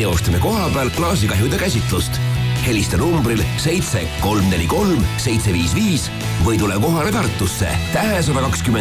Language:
Estonian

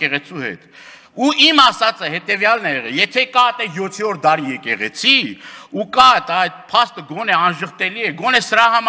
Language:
Armenian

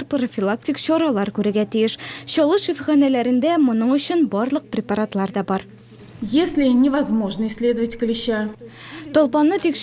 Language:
Tatar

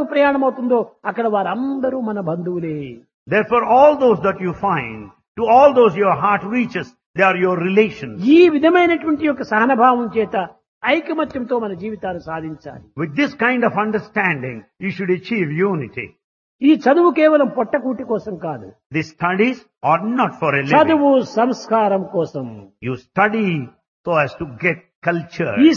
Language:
Telugu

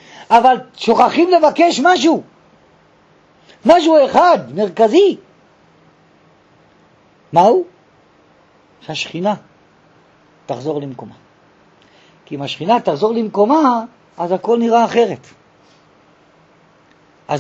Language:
Hebrew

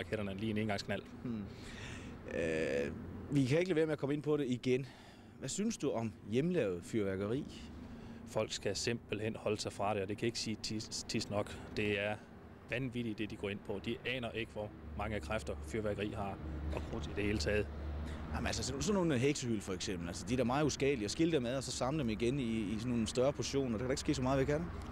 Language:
Danish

